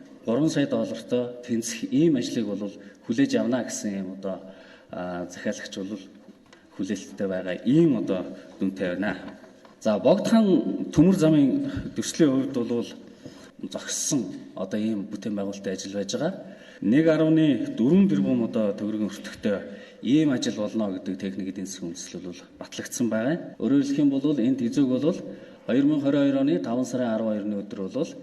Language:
Mongolian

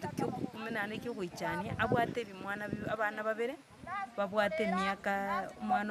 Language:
Gusii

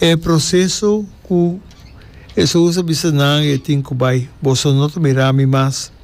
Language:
Papiamento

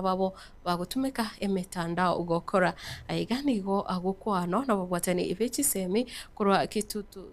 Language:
Gusii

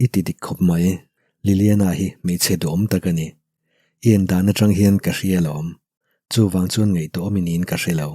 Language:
Mizo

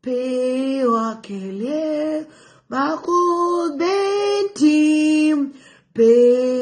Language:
Nuer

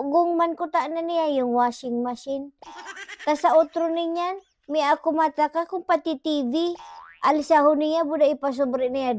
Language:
Bikol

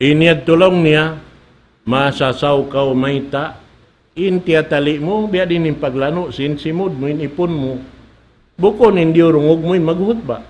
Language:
Tausug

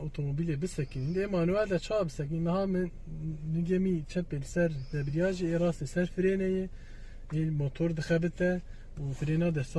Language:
Kurdish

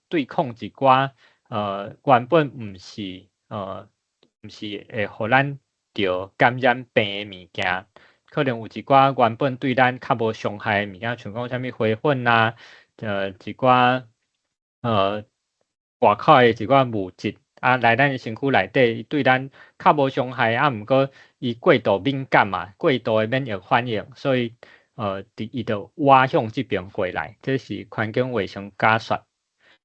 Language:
Min Nan Chinese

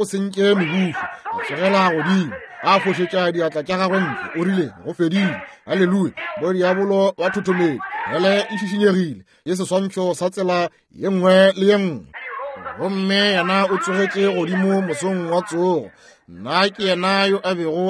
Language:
Northern Sotho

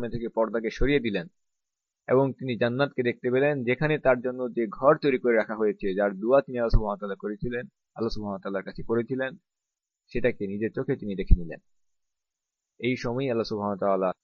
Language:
Bangla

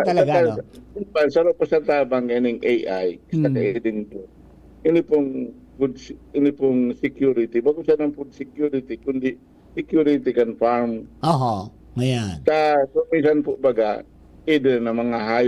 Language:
Bikol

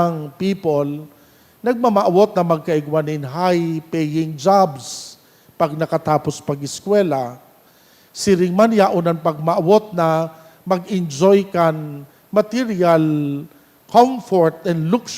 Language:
Bikol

